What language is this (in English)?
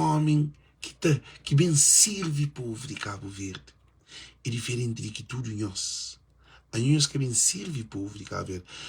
Kabuverdianu